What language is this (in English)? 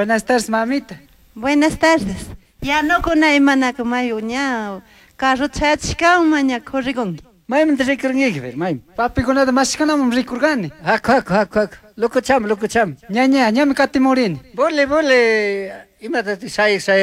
Chimborazo Highland Quichua